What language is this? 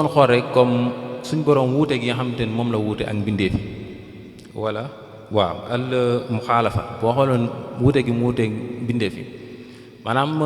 Wolof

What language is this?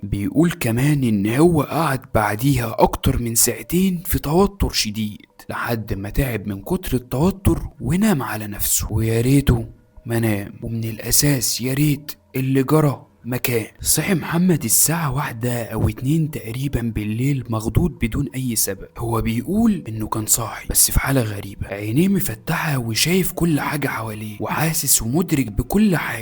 Egyptian Arabic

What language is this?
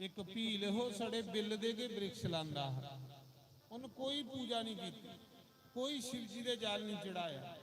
Dogri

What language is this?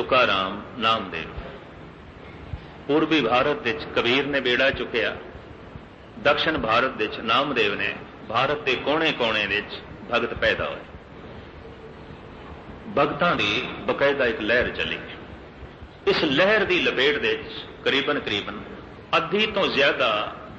Punjabi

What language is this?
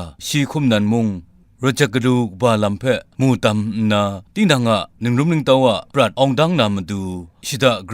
Kachin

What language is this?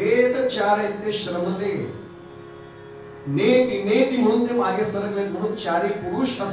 Marathi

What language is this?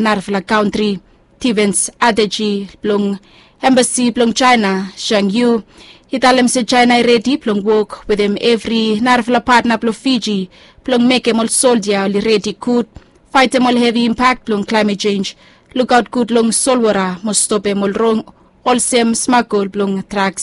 Bislama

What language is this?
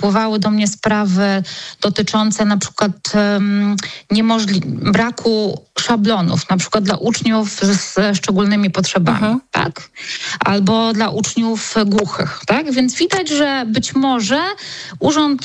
Polish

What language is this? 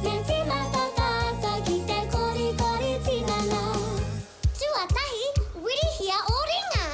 Māori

